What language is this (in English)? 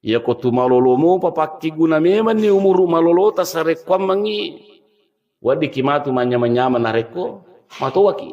Buginese